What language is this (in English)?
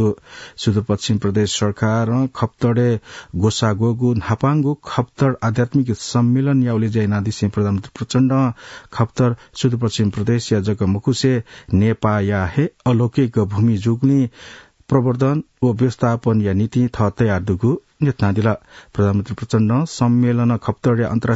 Newari